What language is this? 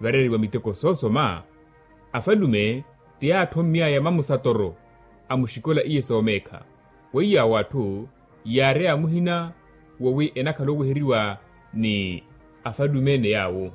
Makhuwa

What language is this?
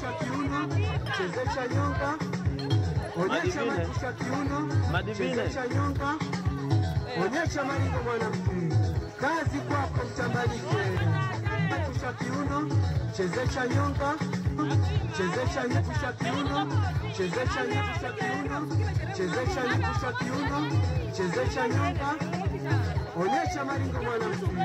Swahili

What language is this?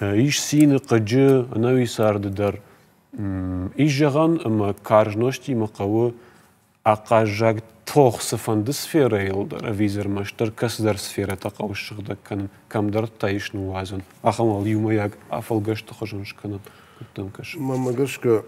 Ossetic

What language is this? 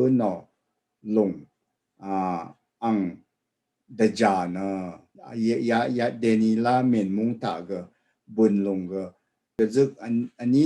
Rawang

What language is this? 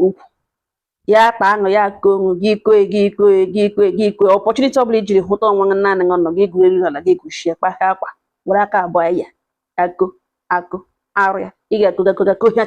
Igbo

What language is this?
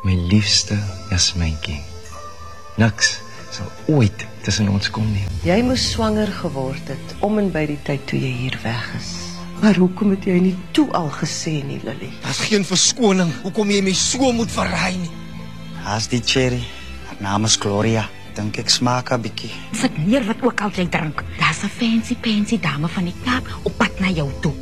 Afrikaans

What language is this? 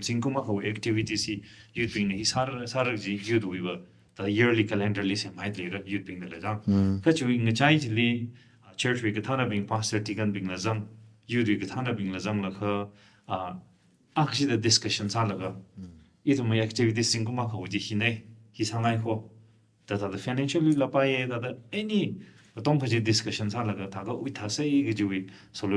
Tangkhul Naga (India)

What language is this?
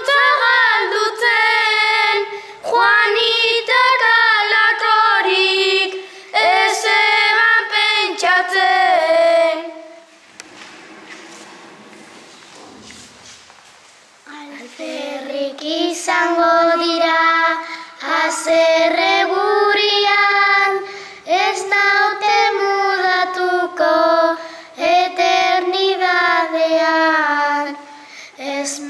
Basque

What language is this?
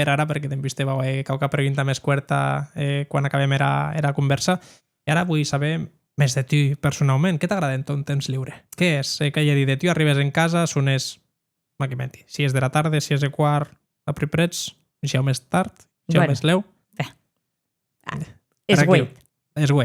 Occitan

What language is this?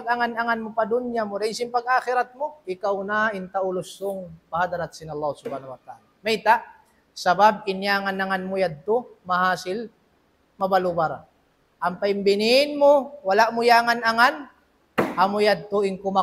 Tausug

